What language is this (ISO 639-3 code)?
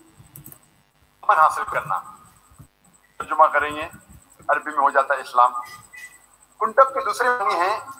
urd